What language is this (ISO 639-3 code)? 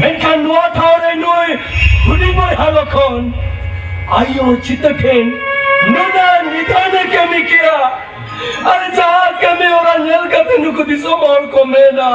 sat